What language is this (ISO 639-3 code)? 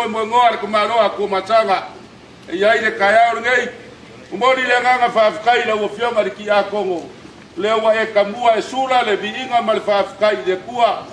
smo